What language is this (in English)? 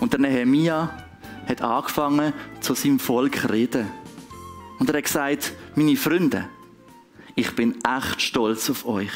Swiss German